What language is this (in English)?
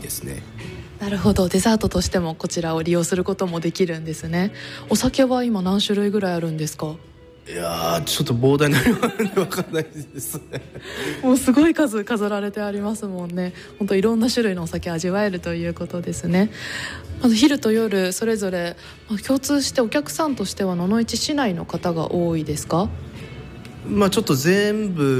Japanese